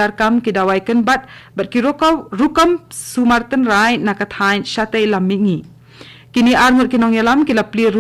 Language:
Khasi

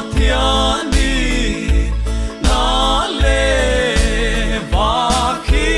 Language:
Paite Chin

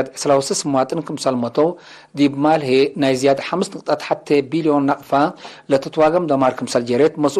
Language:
Tigre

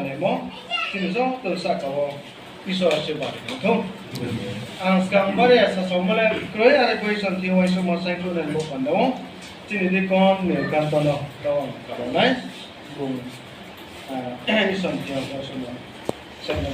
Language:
Riang (India)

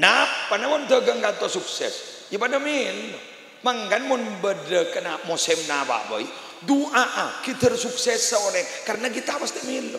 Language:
Madurese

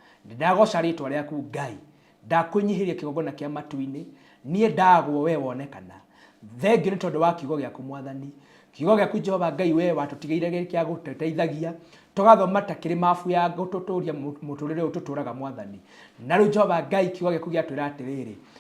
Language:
Kikuyu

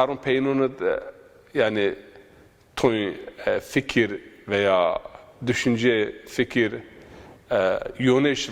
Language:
Zaza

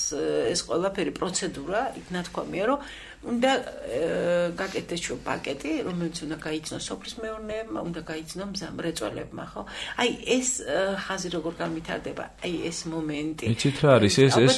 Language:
Georgian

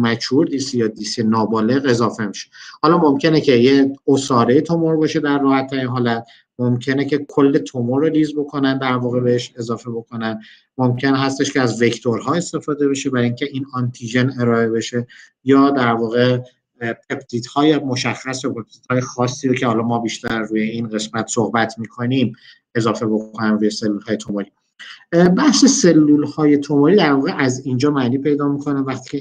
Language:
Persian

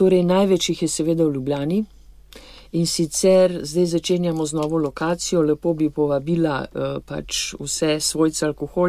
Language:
Slovenian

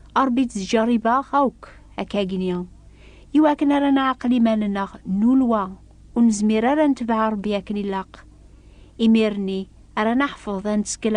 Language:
Kabyle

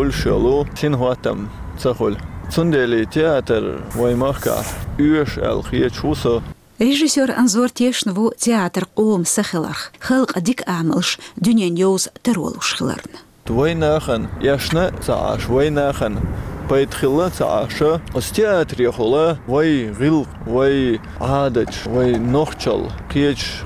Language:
Chechen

